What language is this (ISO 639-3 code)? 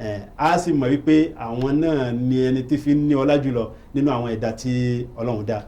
yor